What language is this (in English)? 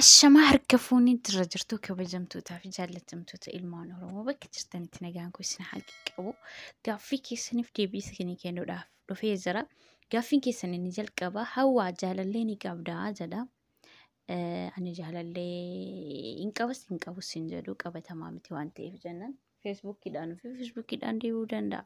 Oromo